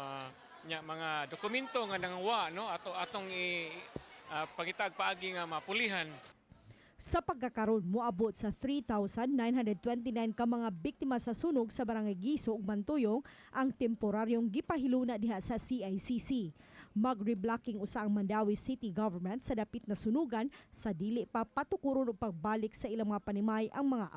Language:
Cebuano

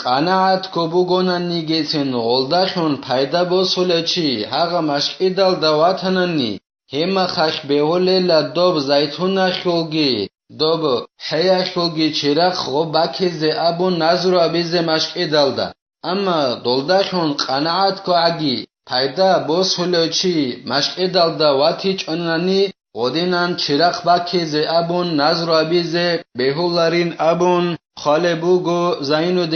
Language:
Avaric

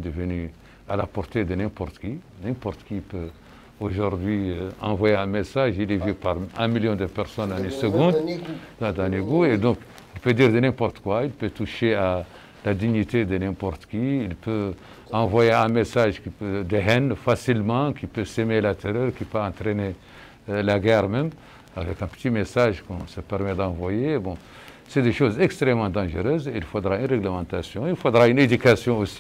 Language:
French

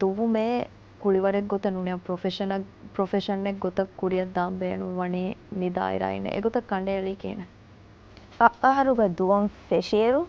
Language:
Divehi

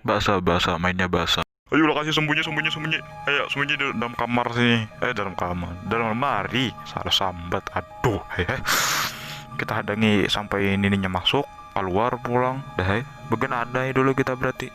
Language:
Banjar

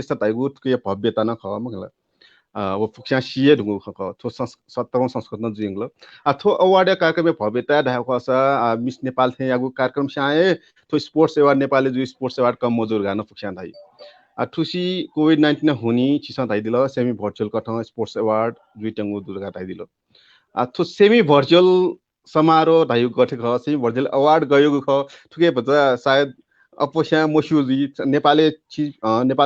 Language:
Newari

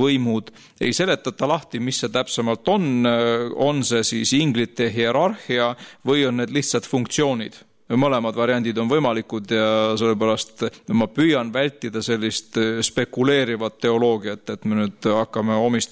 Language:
Estonian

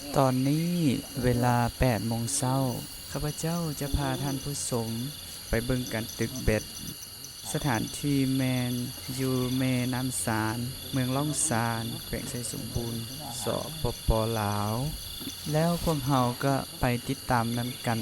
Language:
Lao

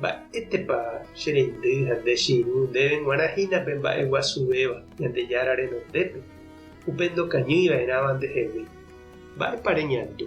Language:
Guarani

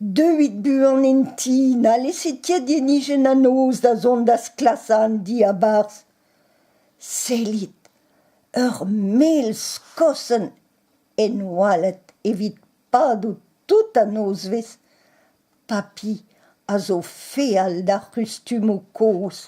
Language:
Breton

